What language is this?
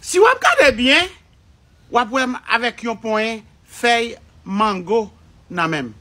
Haitian Creole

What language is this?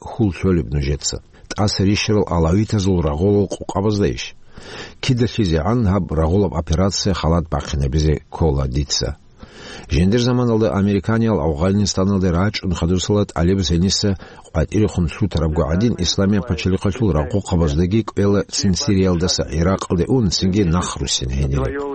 Avaric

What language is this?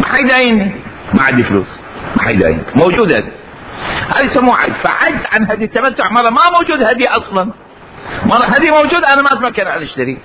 Mesopotamian Arabic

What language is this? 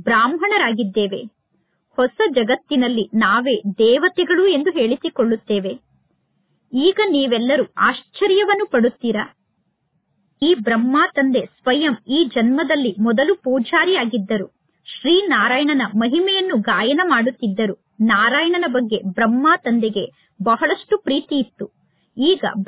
Kannada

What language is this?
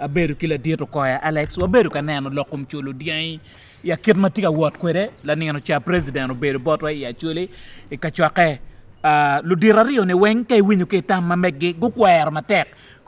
Acoli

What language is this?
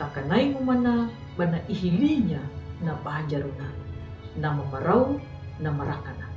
Anakalangu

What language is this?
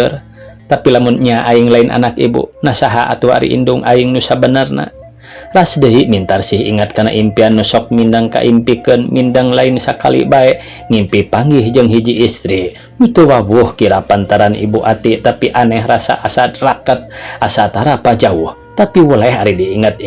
Sundanese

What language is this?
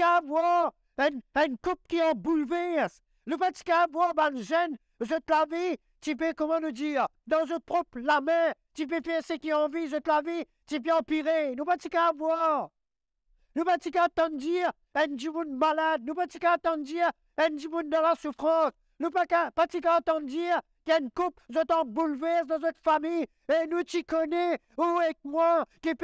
Morisyen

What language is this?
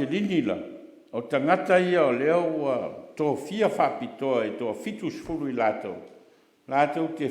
Samoan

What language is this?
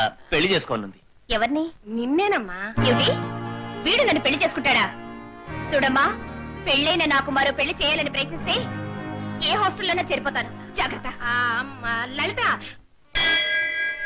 Telugu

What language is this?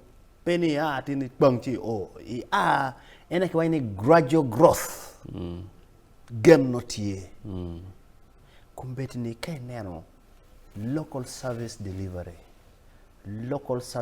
Acoli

